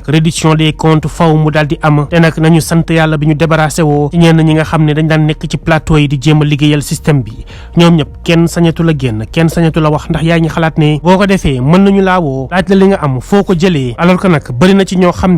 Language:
Wolof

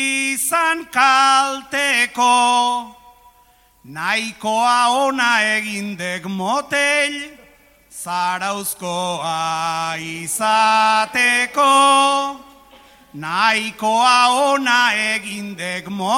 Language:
Basque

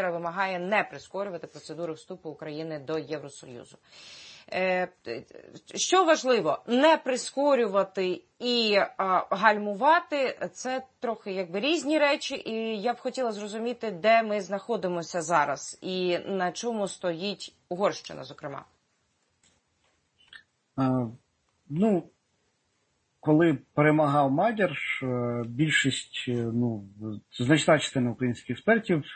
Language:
Ukrainian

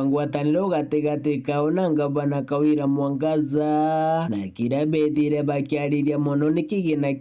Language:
Meru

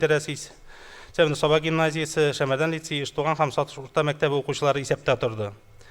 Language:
Tatar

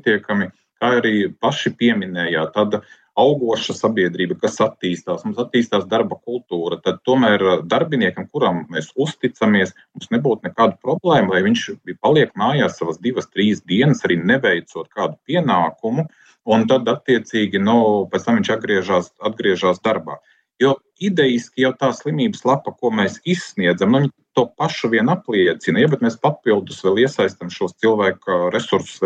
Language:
Latvian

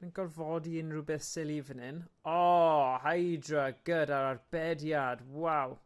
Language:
Welsh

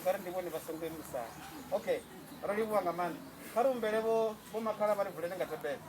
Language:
Venda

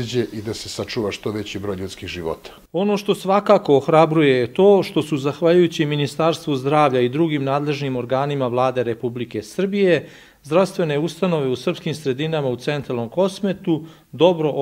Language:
Serbian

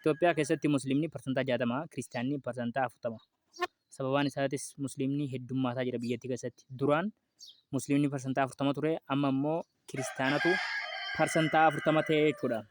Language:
Oromo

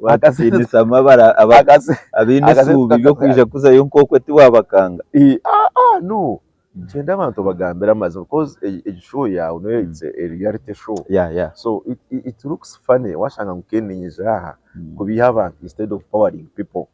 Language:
Nyankole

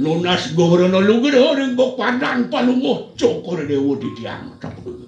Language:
Balinese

